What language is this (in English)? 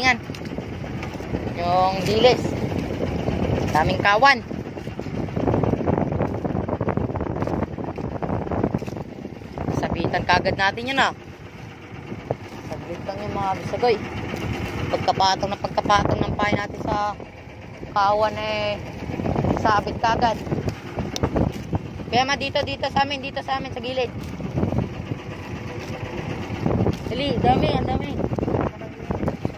Filipino